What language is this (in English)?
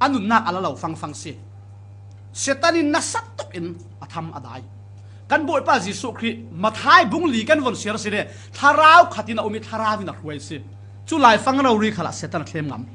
Falam Chin